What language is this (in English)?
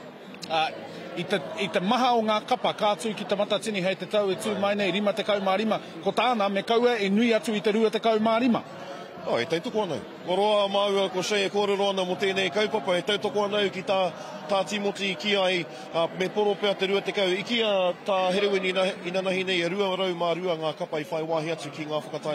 Māori